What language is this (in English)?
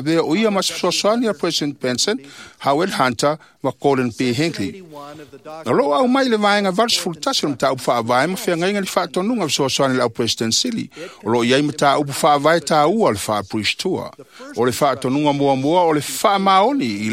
Samoan